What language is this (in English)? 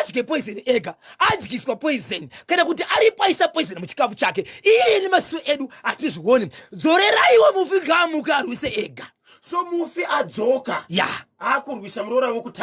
Shona